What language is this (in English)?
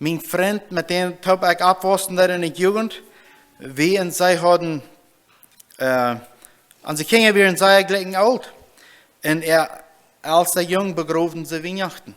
Plautdietsch